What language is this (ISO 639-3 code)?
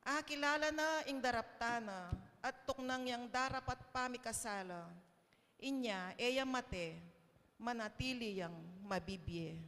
pam